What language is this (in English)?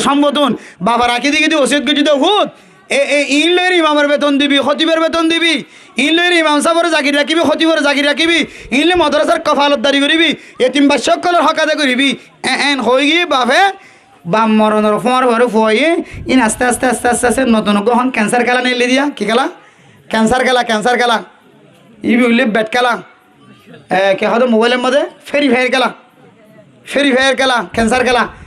Rohingya